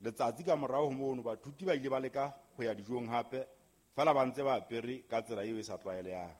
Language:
Southern Sotho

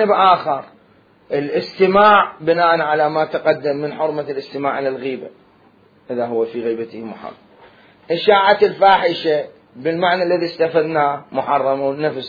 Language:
Mesopotamian Arabic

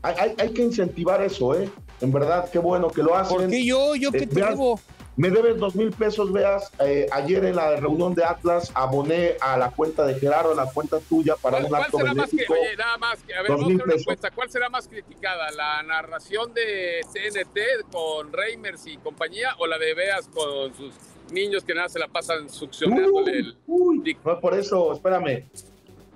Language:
Spanish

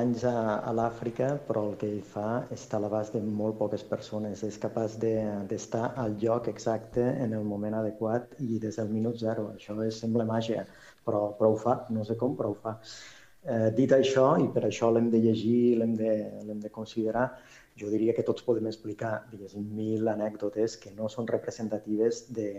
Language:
Catalan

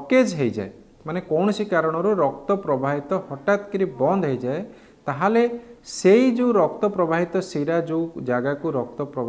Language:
Odia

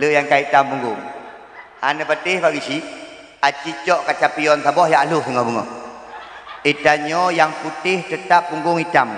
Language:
Achinese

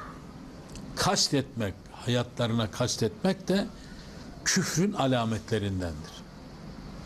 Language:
Turkish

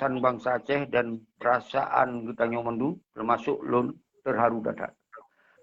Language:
Achinese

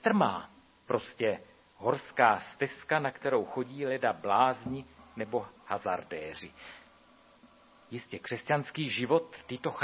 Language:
Czech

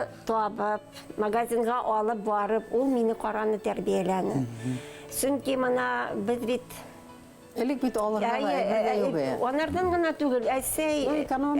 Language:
Bashkir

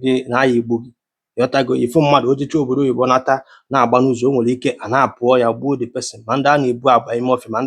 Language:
Igbo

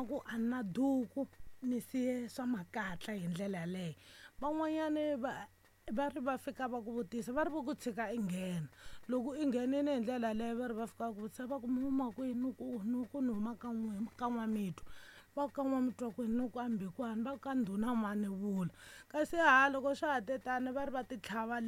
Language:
Tsonga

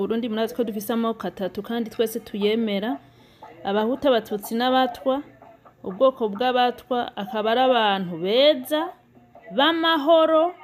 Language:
Rundi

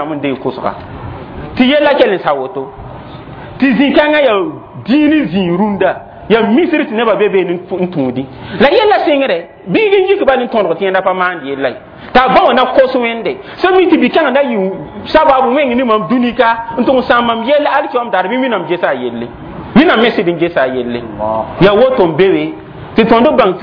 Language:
Mossi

